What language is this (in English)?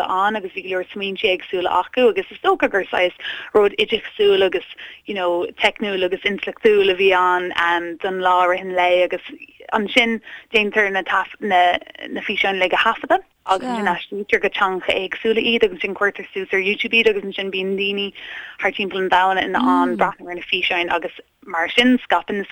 Irish